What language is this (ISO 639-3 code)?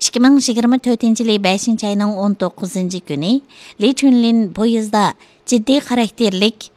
uig